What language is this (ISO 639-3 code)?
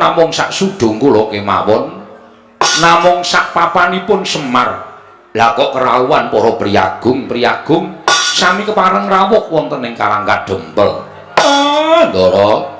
jav